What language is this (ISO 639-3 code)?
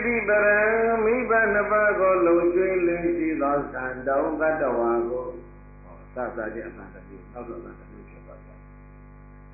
mya